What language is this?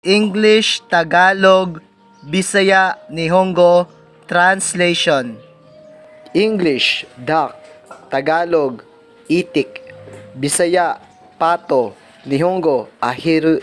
Cebuano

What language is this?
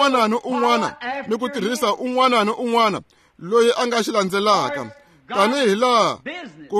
Tsonga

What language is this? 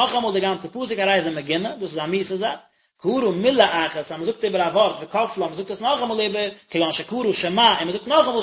Yiddish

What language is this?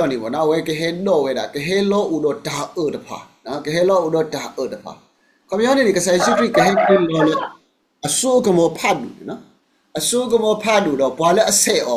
S'gaw Karen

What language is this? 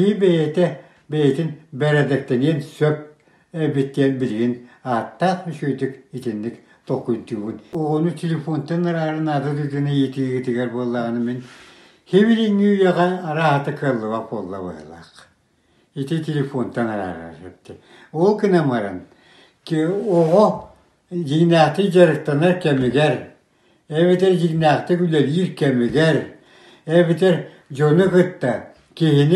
Yakut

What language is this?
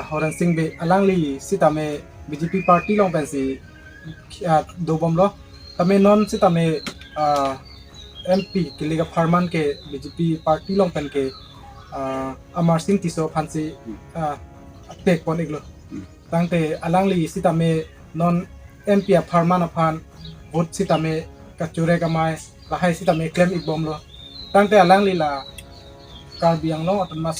Karbi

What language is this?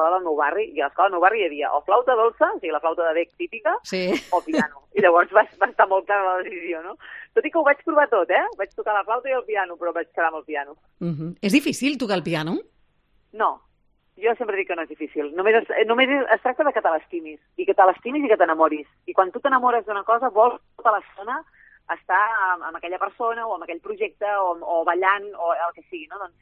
Catalan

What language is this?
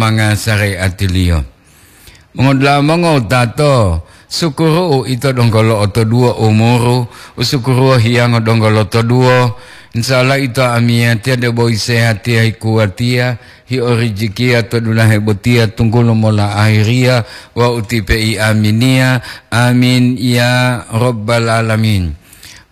Gorontalo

